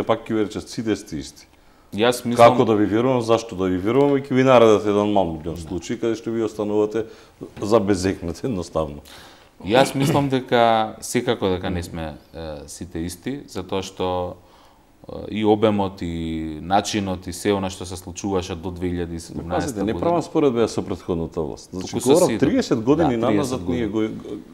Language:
Macedonian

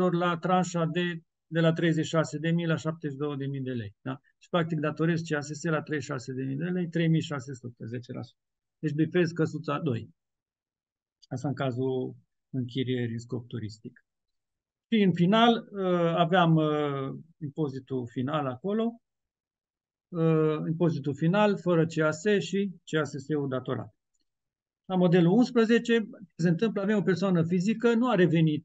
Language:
Romanian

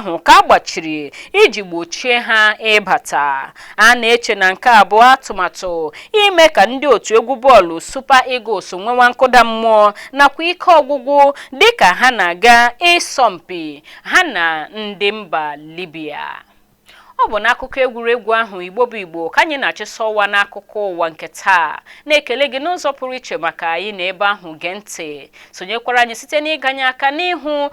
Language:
Igbo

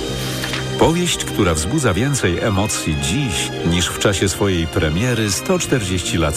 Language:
Polish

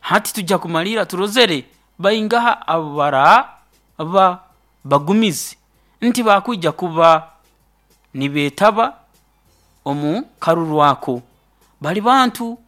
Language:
Nyoro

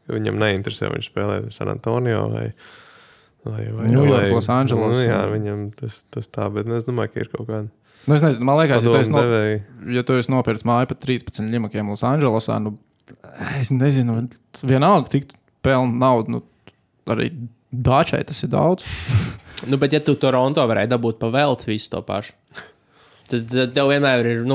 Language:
Latvian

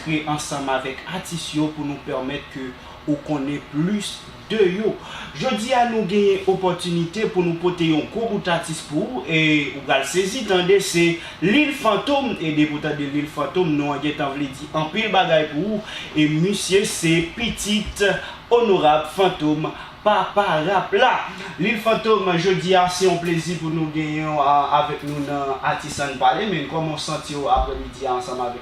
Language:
Haitian Creole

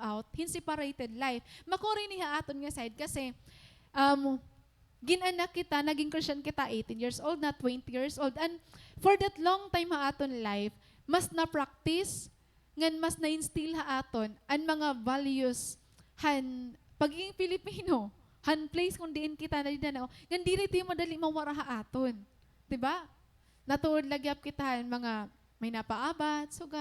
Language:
Waray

